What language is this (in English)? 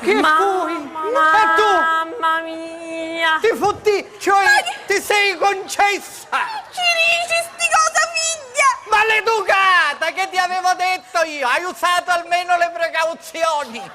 Sicilian